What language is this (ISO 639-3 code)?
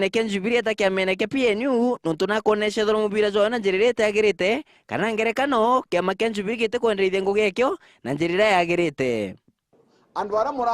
mer